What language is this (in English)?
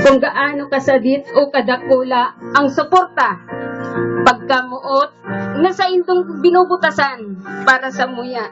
Bikol